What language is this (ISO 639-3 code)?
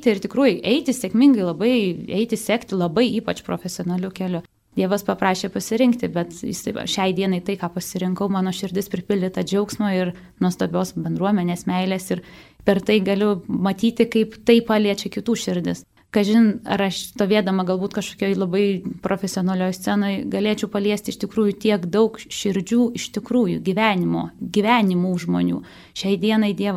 lit